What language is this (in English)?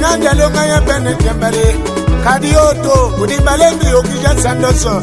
Tetela